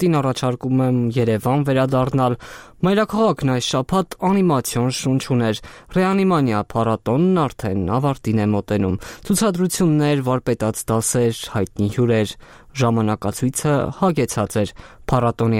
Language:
Armenian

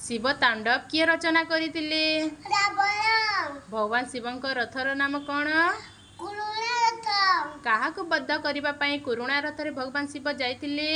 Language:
Odia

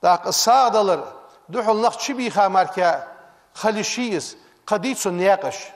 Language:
Ingush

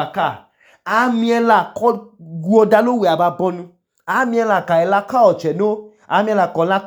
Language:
Idoma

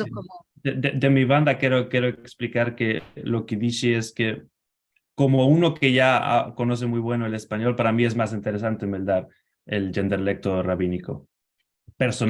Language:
Ladino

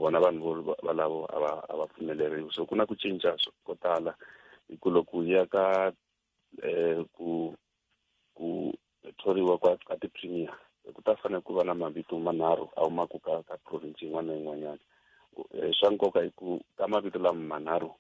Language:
Tsonga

